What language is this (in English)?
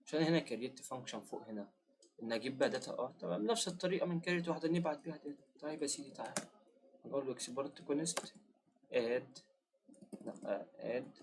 Egyptian Arabic